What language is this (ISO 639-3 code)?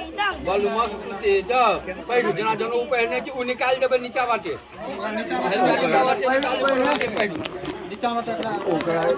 mai